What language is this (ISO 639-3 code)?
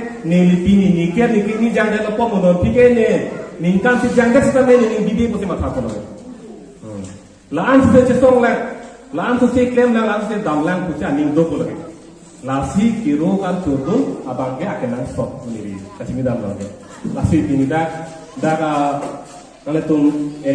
mjw